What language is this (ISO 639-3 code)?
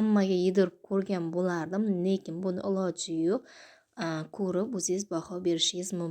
uzb